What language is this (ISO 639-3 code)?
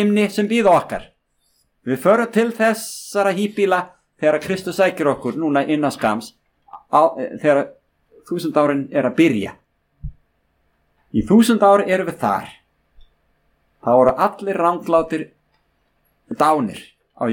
isl